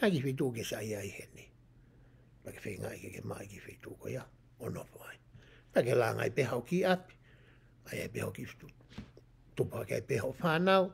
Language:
Tongan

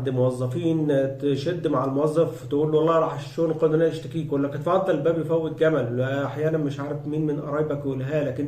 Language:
Egyptian Arabic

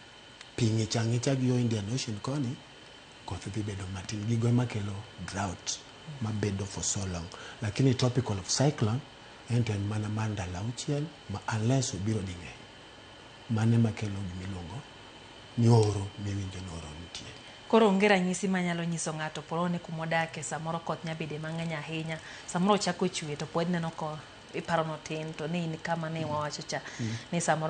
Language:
Luo (Kenya and Tanzania)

